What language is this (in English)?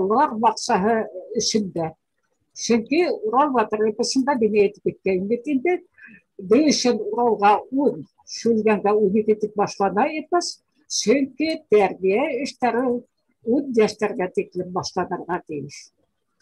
Bashkir